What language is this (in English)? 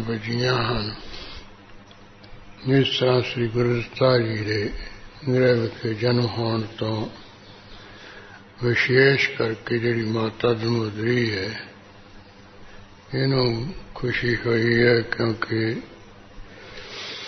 Punjabi